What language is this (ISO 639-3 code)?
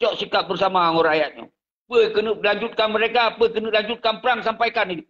ace